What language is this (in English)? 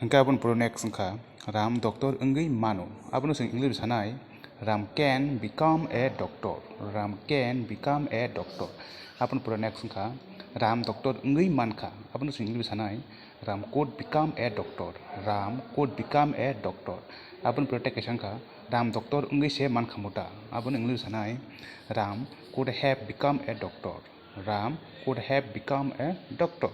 Kok Borok